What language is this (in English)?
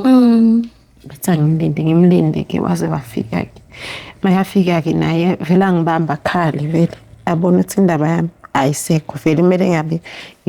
Zulu